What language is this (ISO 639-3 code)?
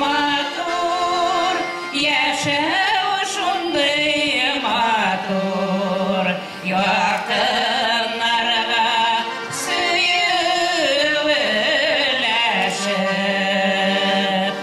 bak